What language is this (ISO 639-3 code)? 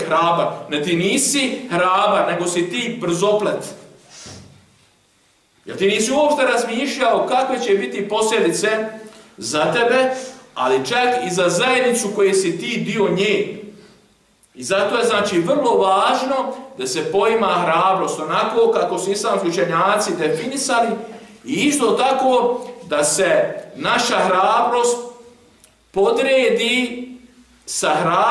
bos